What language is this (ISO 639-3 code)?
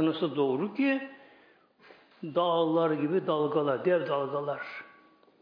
tur